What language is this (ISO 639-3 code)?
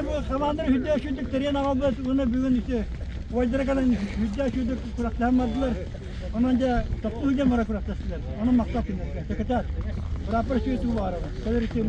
sah